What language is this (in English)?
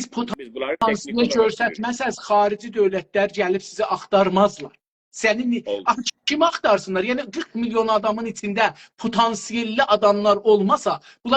South Azerbaijani